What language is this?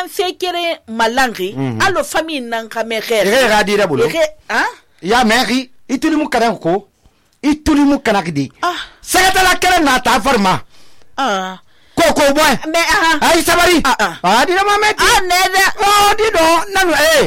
Susu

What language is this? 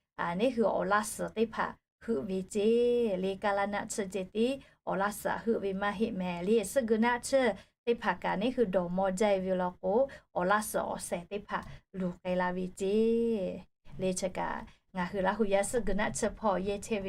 Lahu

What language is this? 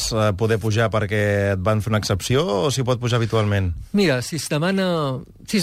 Catalan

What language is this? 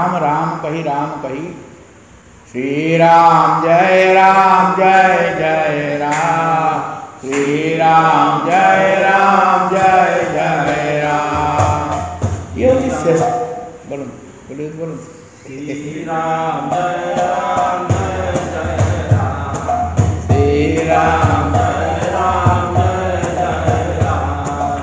Odia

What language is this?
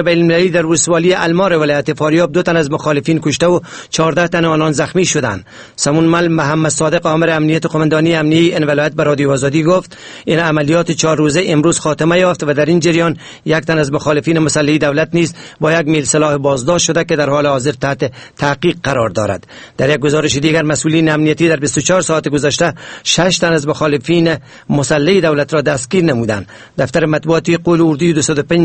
Persian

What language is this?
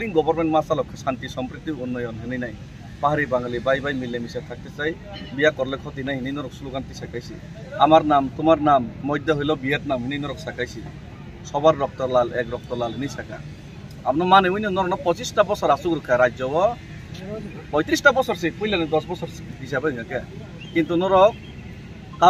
Kok Borok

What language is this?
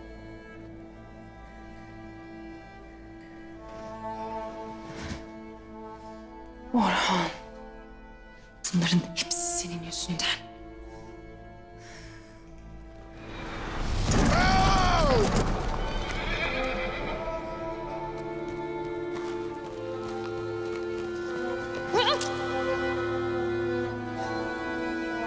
Turkish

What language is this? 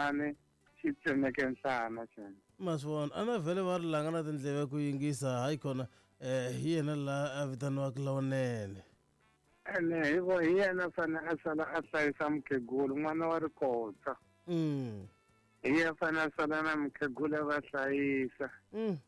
Tsonga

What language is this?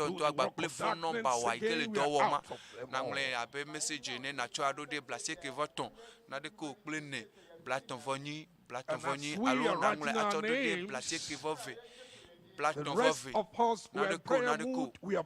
Ewe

